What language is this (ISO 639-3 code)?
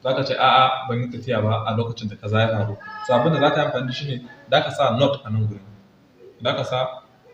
hau